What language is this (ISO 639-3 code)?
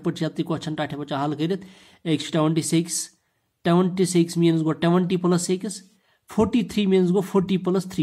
kas